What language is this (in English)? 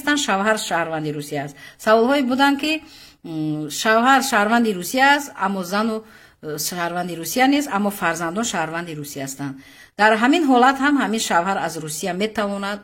Tajik